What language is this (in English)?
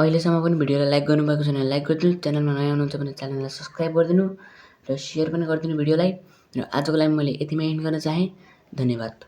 Nepali